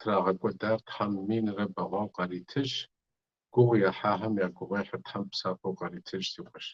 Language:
Kabardian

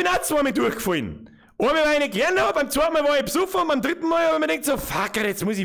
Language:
Bavarian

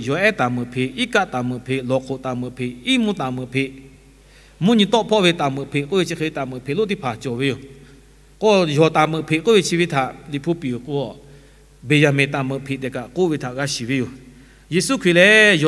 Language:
Lahu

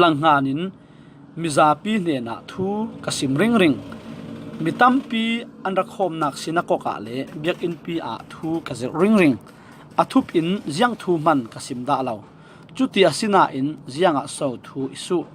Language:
Falam Chin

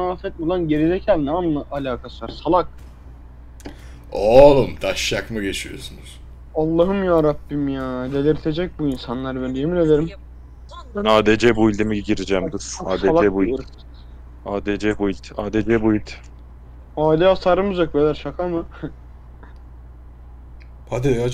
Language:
Turkish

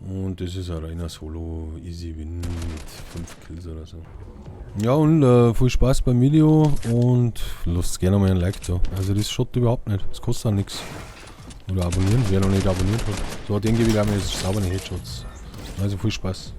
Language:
Bavarian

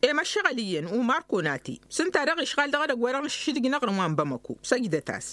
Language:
Tamasheq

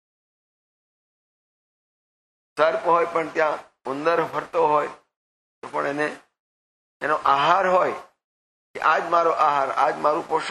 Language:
Gujarati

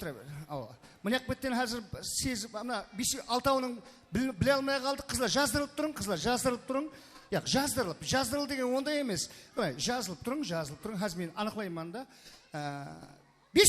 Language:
Kara-Kalpak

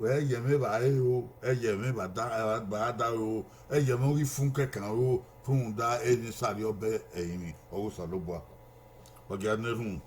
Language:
Bini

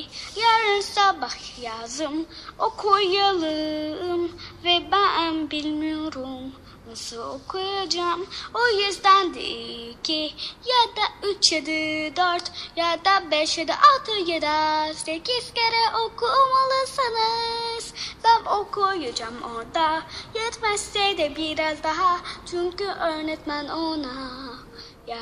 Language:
Turkish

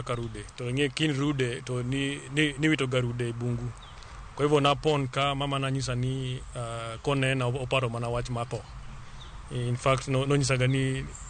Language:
Luo (Kenya and Tanzania)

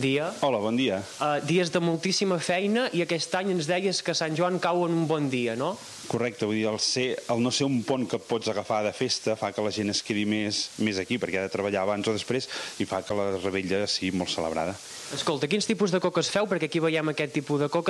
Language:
Catalan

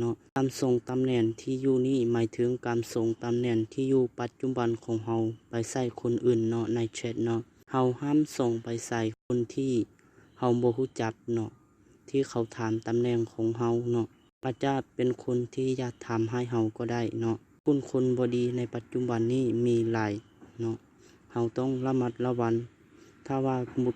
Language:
Lao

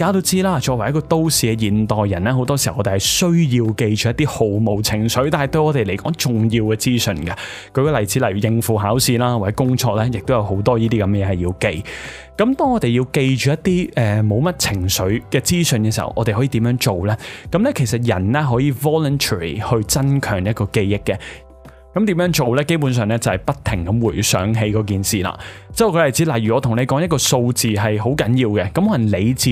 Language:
Cantonese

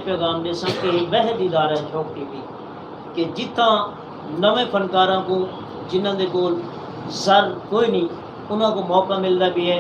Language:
Saraiki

